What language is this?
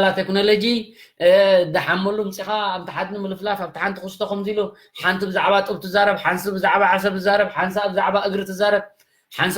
Tigrinya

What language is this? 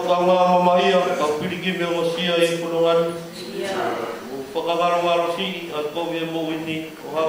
Tongan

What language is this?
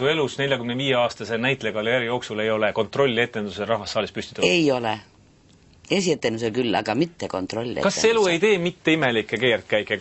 Estonian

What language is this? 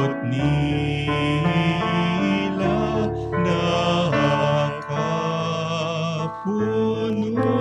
Hiligaynon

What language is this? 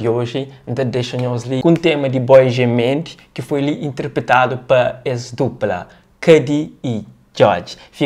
Kabuverdianu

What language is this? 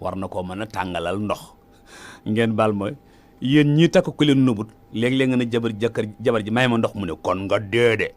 Wolof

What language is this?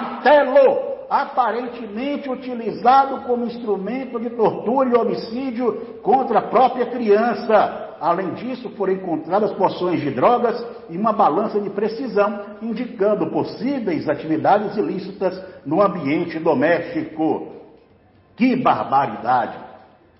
Portuguese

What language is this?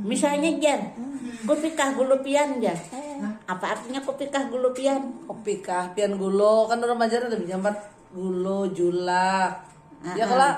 Banjar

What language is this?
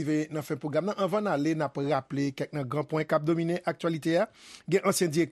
Haitian Creole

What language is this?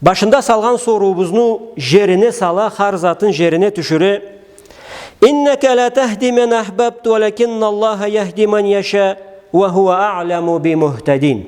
Karachay-Balkar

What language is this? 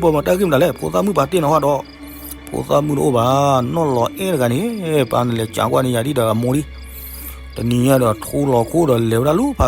S'gaw Karen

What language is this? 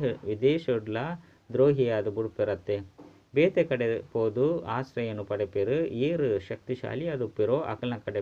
Tulu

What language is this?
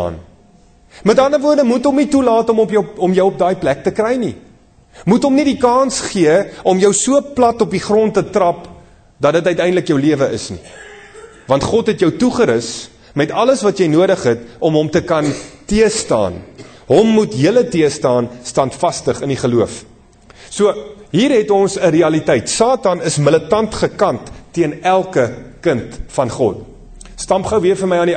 Afrikaans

